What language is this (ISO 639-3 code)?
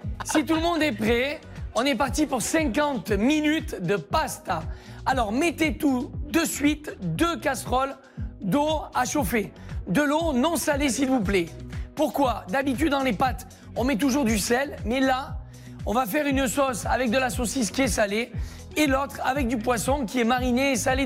fra